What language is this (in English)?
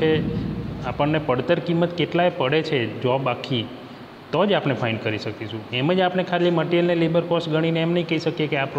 Gujarati